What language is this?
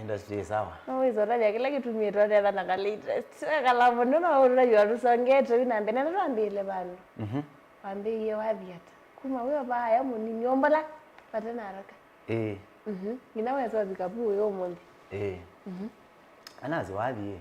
Kamba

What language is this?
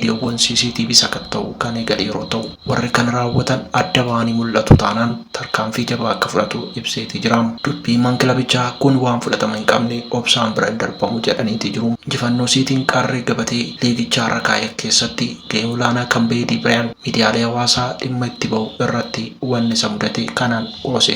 Oromo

